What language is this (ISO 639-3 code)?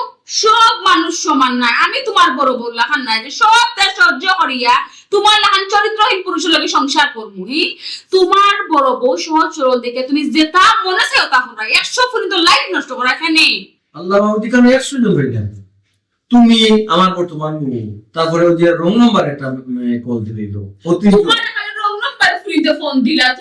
syl